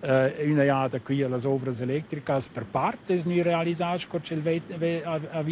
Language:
Romansh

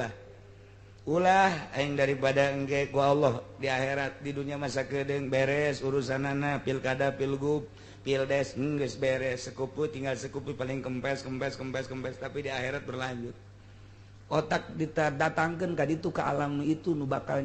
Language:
Sundanese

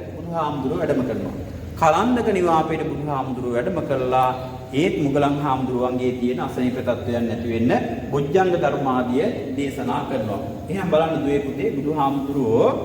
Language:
Sinhala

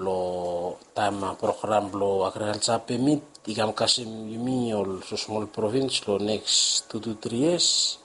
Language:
Bislama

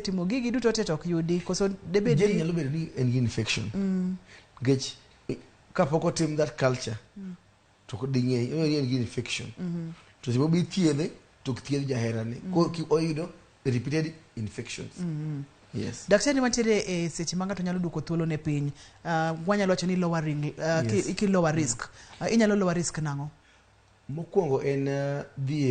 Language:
Luo (Kenya and Tanzania)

